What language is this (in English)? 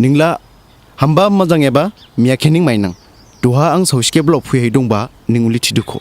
Dimasa